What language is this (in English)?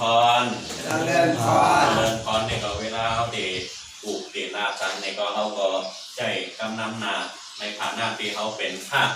Shan